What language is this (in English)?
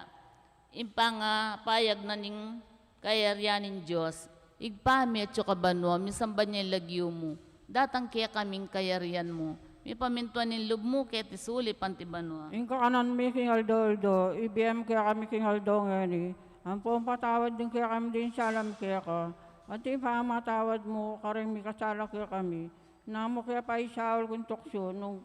Pampanga